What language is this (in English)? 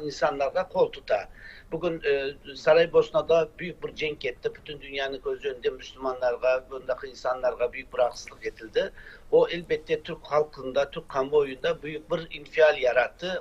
Crimean Tatar